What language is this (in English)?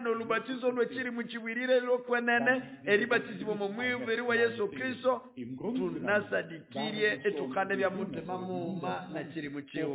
Nande